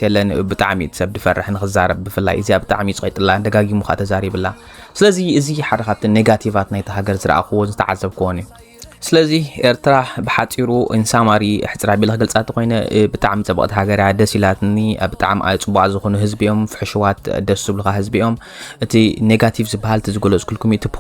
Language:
Tigrinya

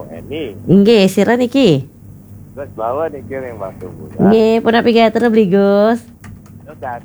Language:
Balinese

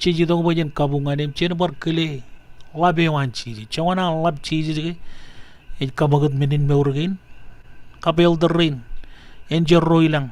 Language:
Marshallese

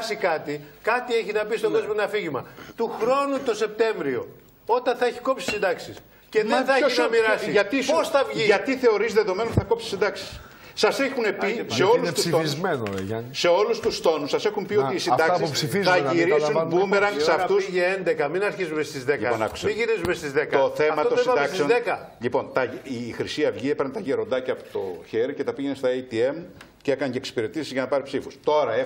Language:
Greek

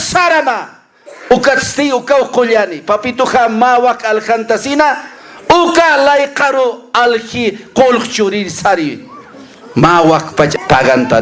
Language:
Aymara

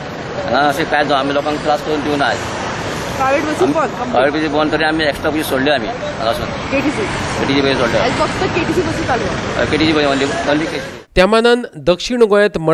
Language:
Konkani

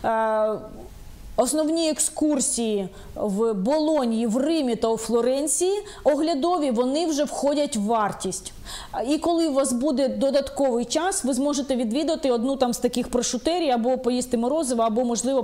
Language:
Ukrainian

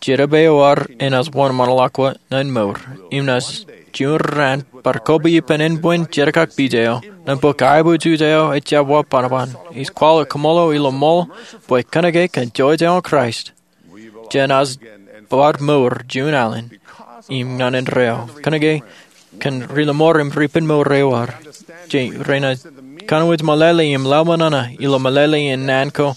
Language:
Marshallese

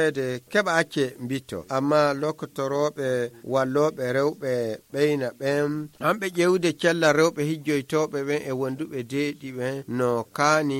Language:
Nigerian Fulfulde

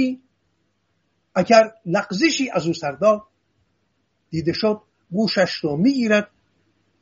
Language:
Persian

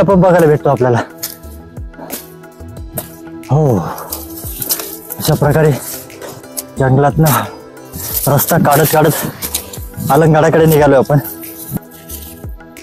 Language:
Marathi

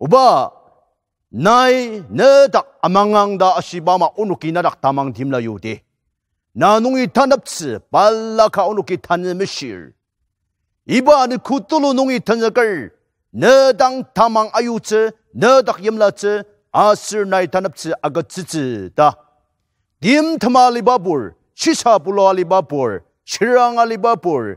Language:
Ao Naga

